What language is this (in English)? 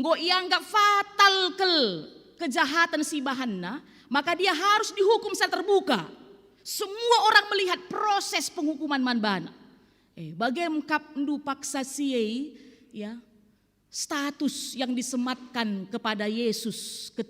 Batak Karo